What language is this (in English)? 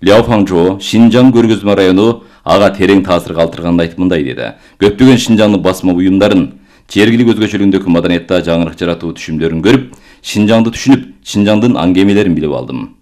Kyrgyz